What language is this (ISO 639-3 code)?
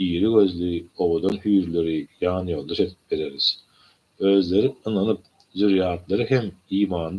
tuk